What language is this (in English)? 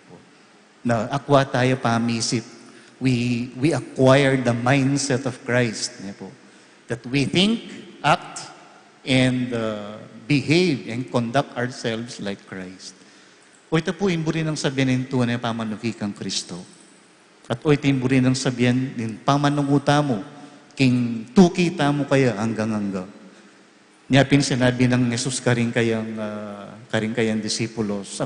Pampanga